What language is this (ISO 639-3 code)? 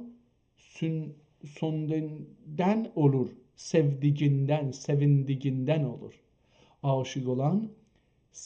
azb